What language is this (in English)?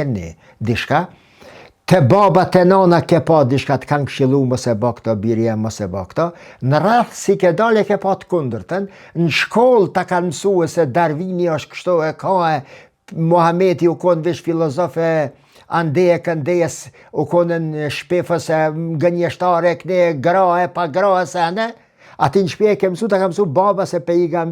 Albanian